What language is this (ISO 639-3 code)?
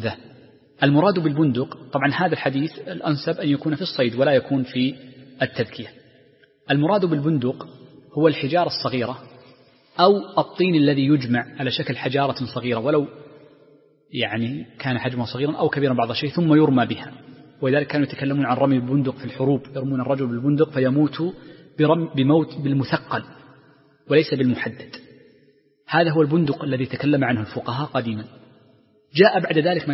ara